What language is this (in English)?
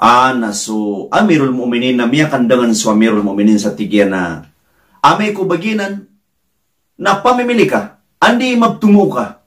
Maranao